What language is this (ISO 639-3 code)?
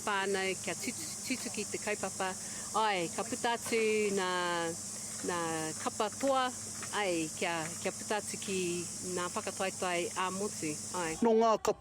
mri